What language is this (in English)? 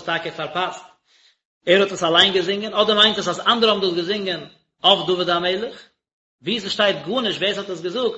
Yiddish